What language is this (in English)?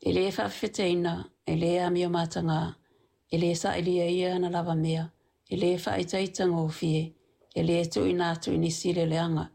Samoan